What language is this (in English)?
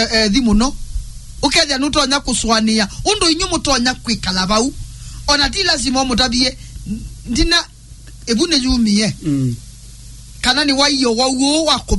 Kamba